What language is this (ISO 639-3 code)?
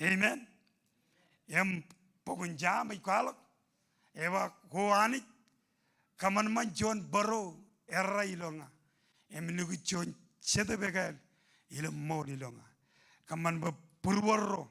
mah